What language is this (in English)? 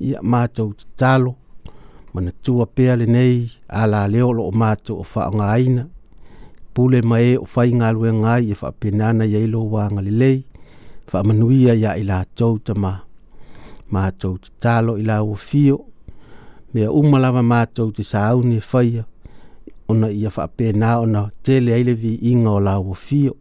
Samoan